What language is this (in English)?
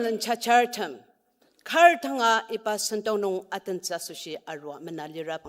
Ao Naga